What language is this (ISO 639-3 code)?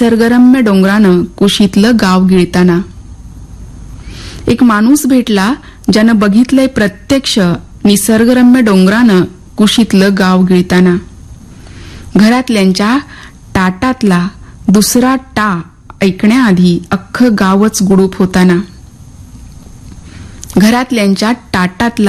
mar